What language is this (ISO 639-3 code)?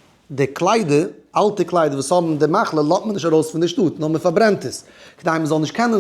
yid